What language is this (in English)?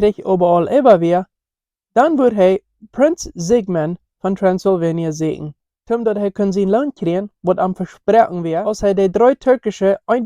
Plautdietsch